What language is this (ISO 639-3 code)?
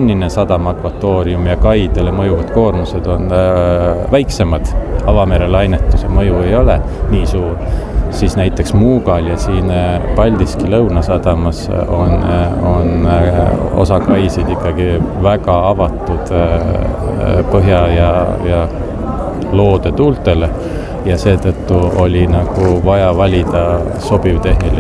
est